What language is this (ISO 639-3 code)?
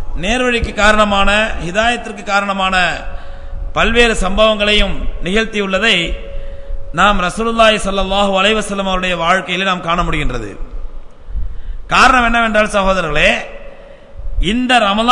tam